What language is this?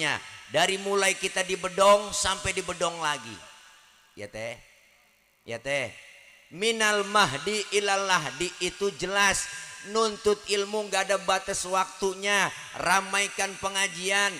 Betawi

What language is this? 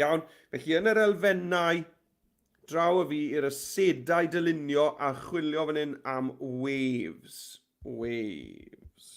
Welsh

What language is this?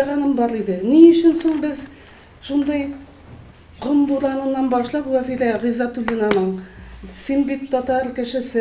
Tatar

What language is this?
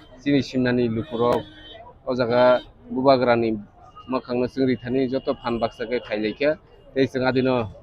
Kok Borok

